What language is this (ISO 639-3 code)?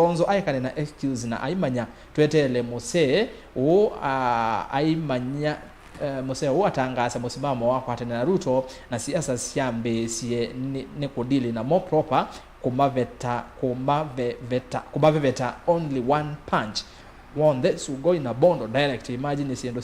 kam